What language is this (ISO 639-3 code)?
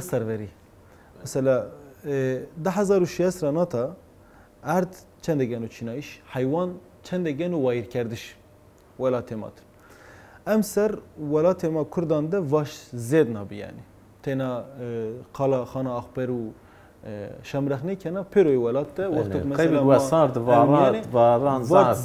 zza